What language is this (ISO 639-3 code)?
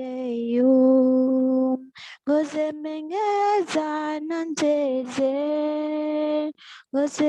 kln